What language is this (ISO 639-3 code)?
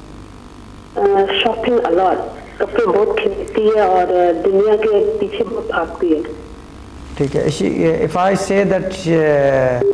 urd